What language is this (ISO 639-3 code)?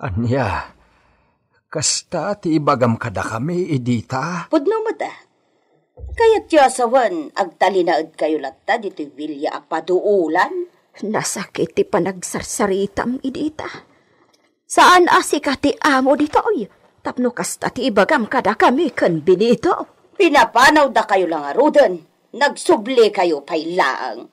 ilo